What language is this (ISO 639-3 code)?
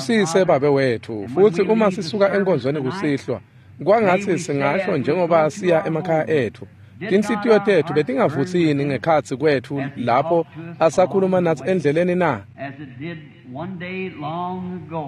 ssw